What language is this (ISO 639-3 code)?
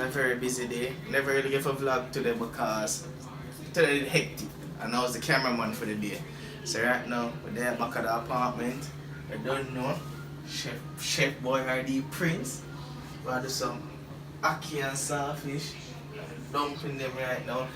jam